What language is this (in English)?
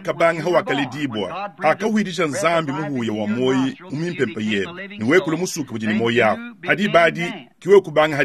Luba-Lulua